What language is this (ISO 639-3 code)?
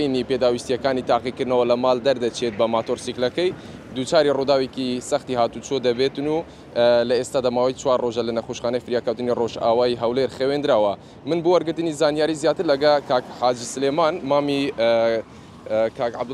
ckb